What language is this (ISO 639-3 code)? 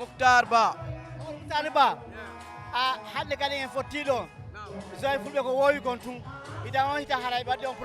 ful